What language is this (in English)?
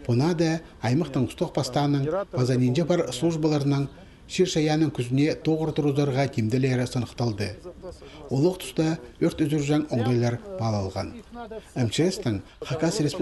Khakas